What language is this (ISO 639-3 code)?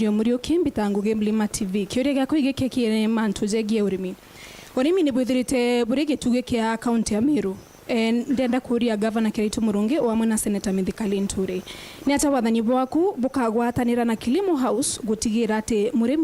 mer